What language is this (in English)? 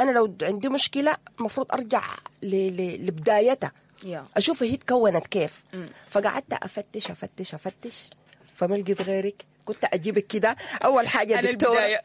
Sudanese Arabic